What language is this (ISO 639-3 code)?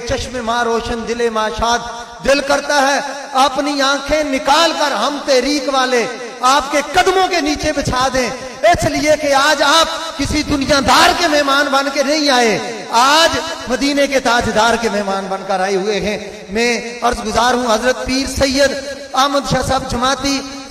urd